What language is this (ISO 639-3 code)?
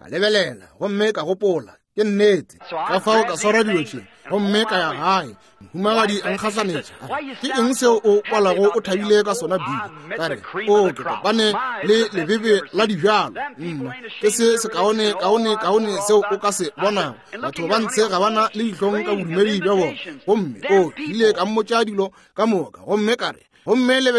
nso